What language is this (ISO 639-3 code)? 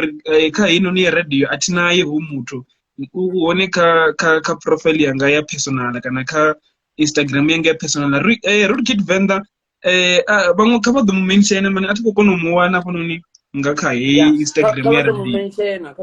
ven